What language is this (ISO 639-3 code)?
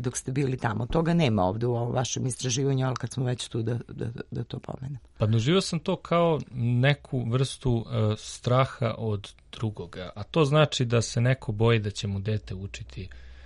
srp